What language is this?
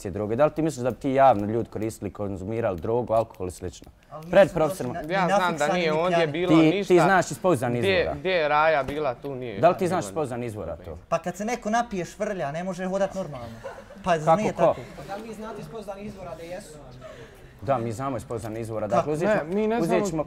Bosnian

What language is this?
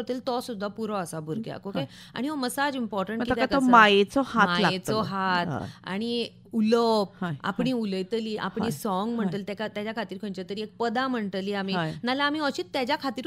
Konkani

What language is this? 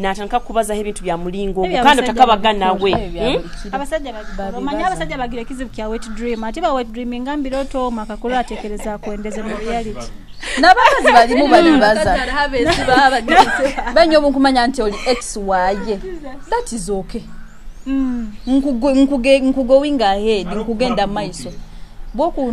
Nyoro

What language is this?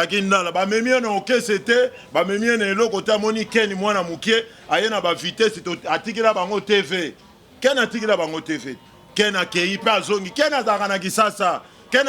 Lingala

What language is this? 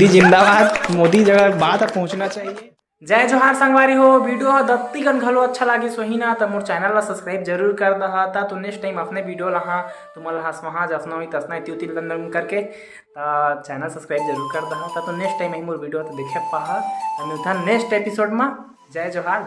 Chhattisgarhi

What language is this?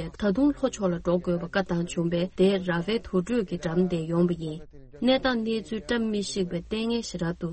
Tibetan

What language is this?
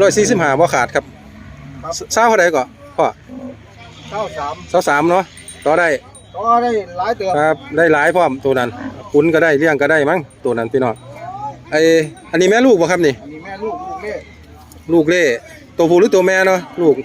Northeastern Thai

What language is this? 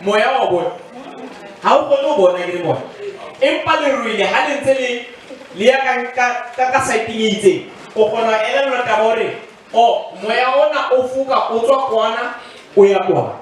Southern Sotho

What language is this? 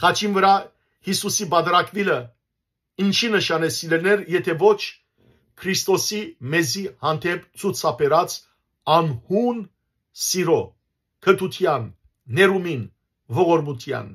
Western Armenian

